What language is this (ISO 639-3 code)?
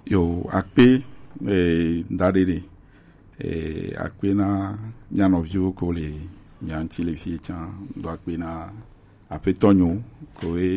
gej